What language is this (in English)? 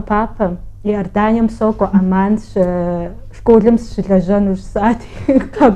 Kabardian